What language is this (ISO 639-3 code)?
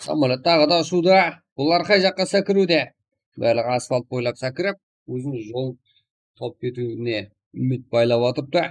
kaa